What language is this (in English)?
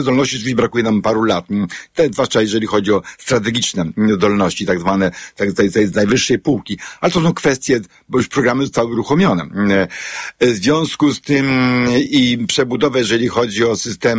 Polish